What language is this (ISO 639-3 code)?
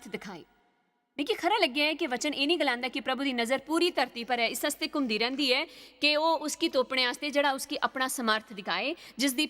doi